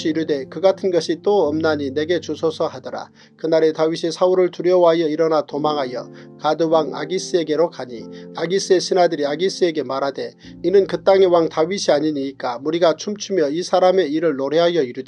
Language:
Korean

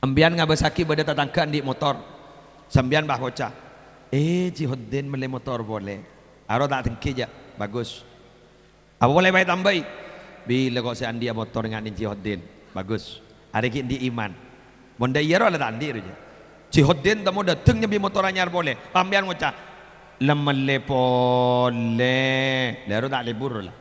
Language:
Madurese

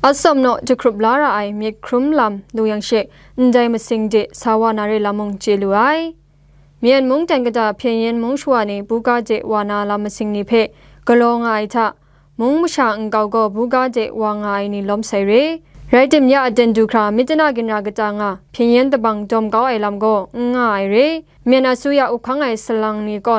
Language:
Kachin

